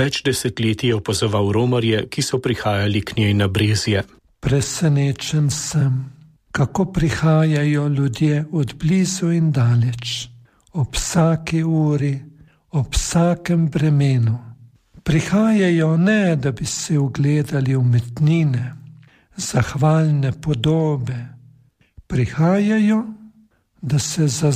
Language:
Slovenian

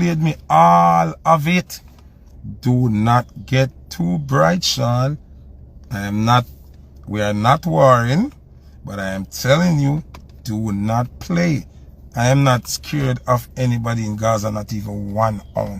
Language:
Jamaican Creole English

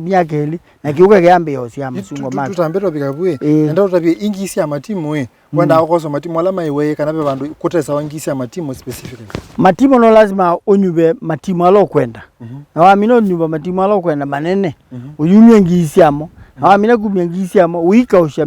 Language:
Kamba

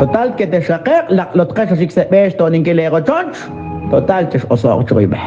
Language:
Kekchí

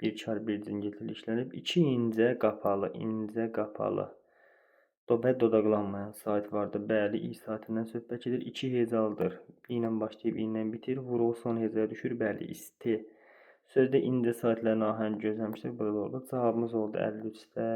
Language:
Azerbaijani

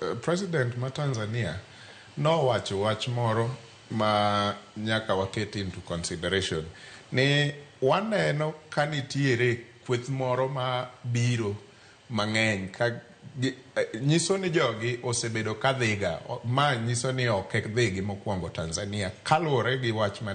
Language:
Luo (Kenya and Tanzania)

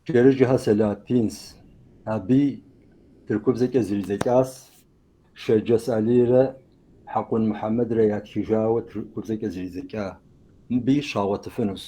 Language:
Kabardian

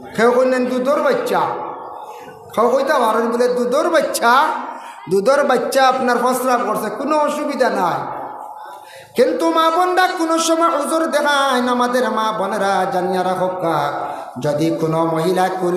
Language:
Bangla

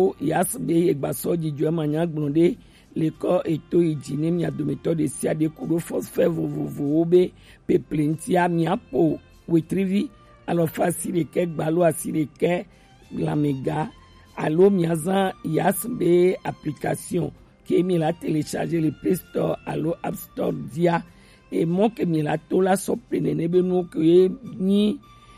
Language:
Gen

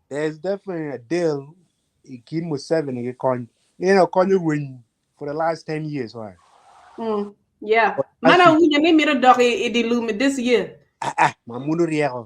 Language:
Acoli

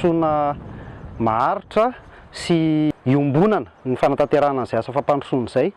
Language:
Malagasy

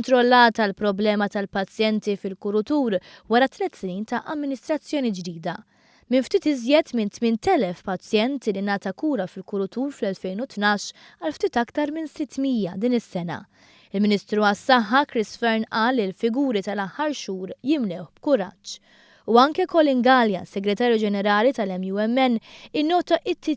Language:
Maltese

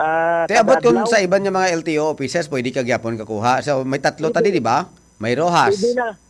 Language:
Hiligaynon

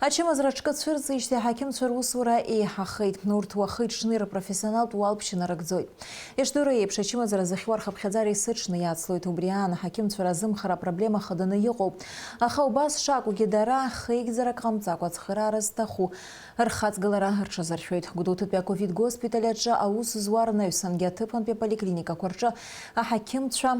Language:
Abkhazian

